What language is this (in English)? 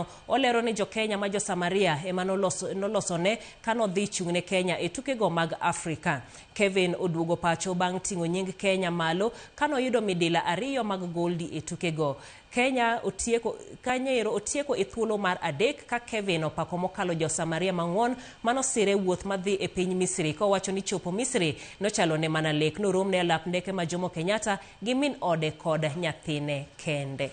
Luo (Kenya and Tanzania)